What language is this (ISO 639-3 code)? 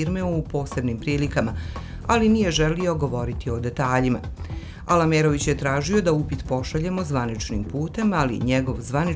bos